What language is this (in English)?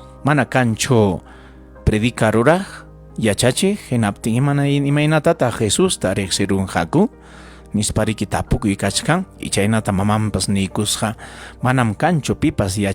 Ayacucho Quechua